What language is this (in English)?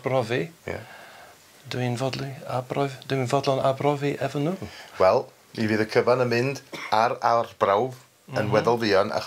Welsh